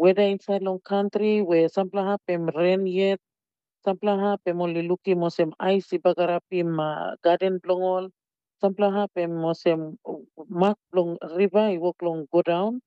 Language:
Tok Pisin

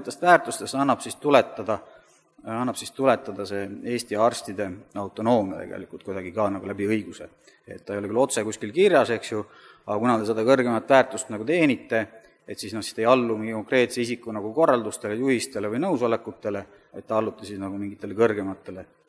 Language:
Estonian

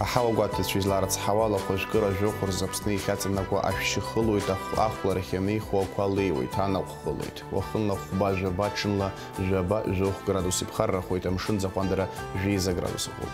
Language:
Abkhazian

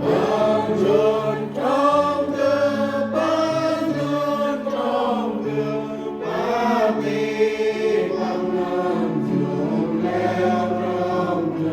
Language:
Central Mnong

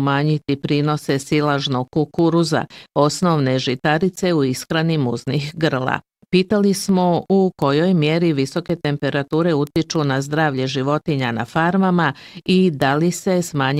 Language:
Bosnian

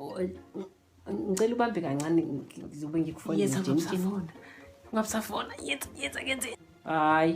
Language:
Zulu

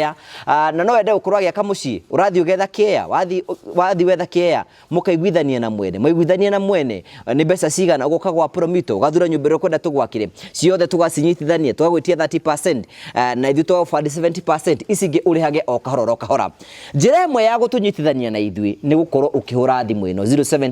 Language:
Kikuyu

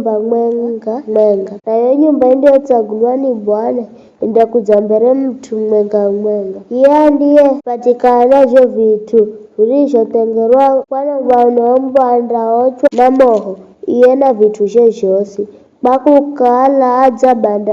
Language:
Giryama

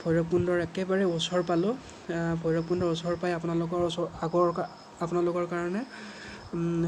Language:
Assamese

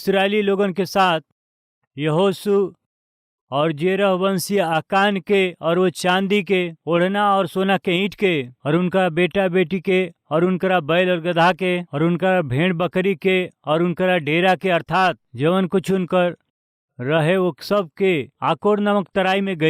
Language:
Bhojpuri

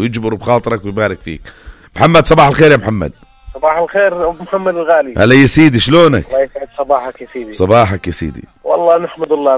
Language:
North Levantine Arabic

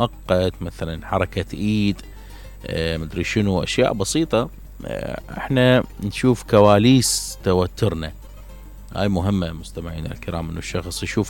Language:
Mesopotamian Arabic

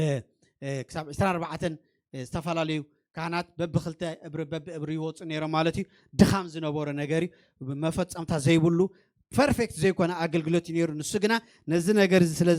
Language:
Tigrinya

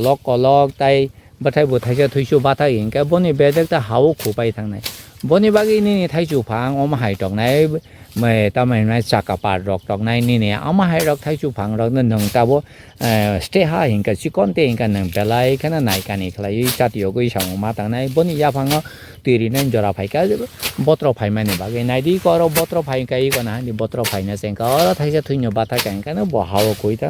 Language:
Kok Borok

